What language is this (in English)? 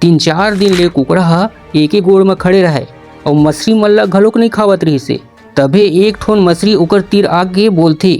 Chhattisgarhi